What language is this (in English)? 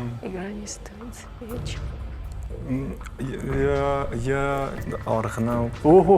Ossetic